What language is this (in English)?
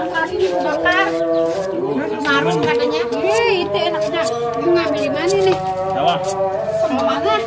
Betawi